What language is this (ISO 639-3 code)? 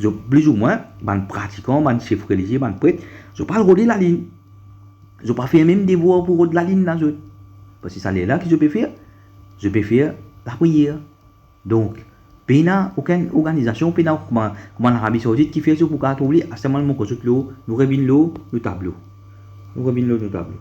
mfe